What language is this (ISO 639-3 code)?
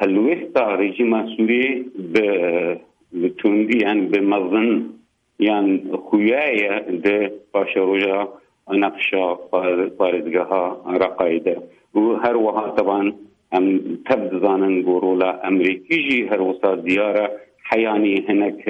kur